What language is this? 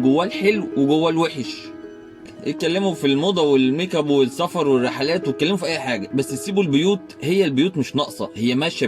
Egyptian Arabic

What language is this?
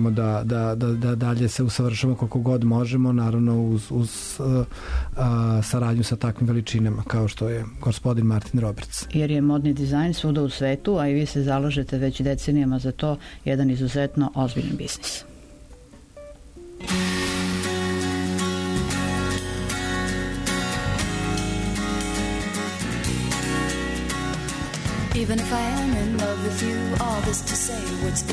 Serbian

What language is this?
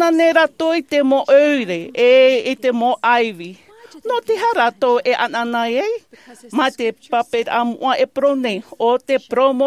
Tahitian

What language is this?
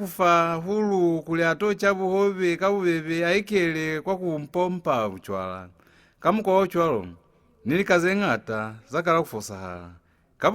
Lozi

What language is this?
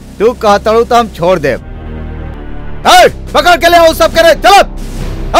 Bhojpuri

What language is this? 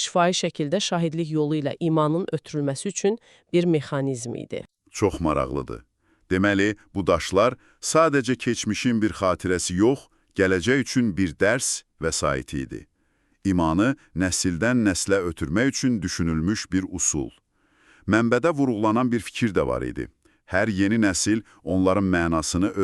Azerbaijani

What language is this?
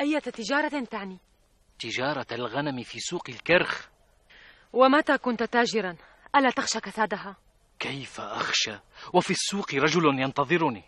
North Levantine Arabic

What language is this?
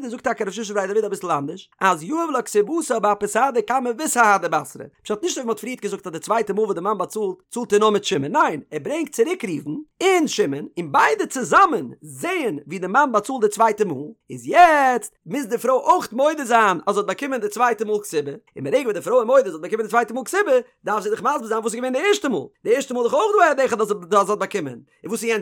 Yiddish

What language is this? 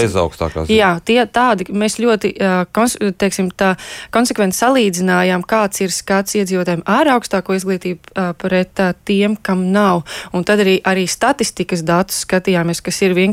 Latvian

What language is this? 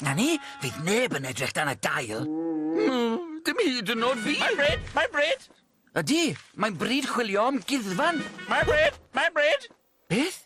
Welsh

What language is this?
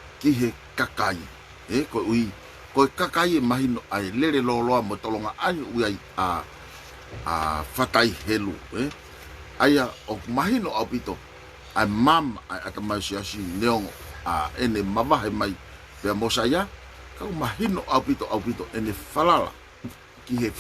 Tongan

